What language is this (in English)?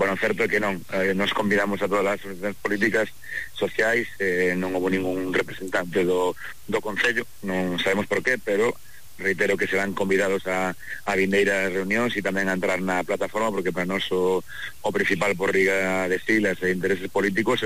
Galician